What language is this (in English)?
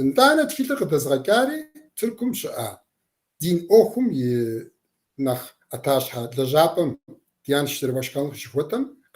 Kabardian